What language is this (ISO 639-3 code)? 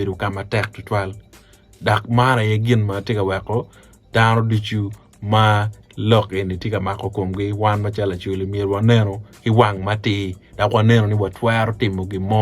ach